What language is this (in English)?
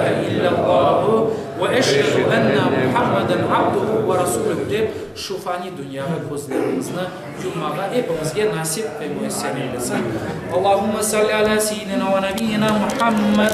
Crimean Tatar